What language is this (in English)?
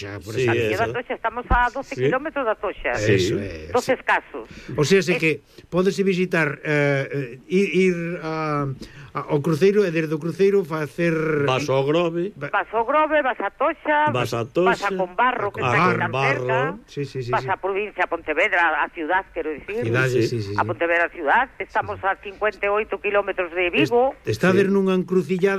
Galician